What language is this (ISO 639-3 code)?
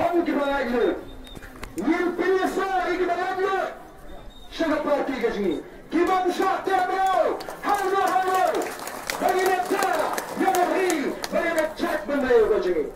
kha